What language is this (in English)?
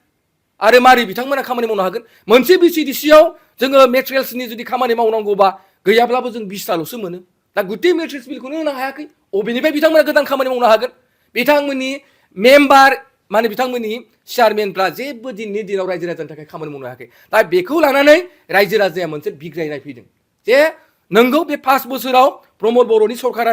Bodo